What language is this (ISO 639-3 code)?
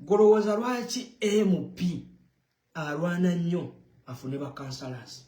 lug